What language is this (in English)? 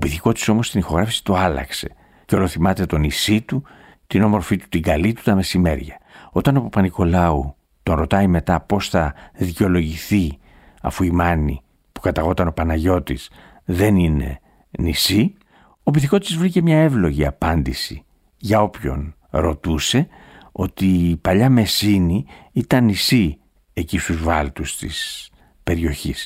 Greek